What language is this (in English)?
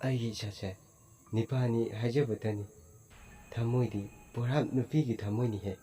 Manipuri